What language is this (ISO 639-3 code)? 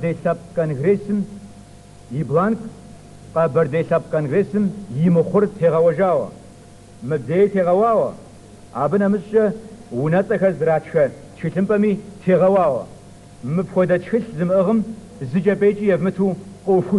kbd